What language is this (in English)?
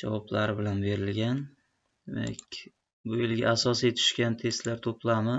Uzbek